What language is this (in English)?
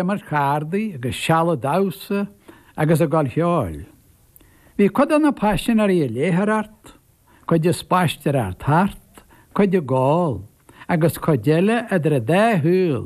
Irish